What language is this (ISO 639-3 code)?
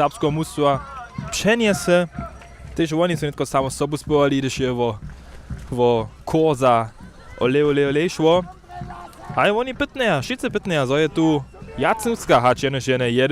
hsb